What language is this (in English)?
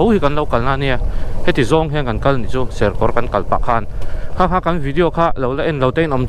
Mizo